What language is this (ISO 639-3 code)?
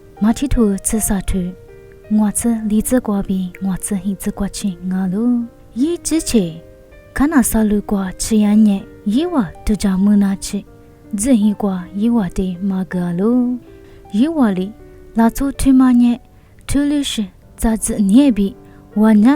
lis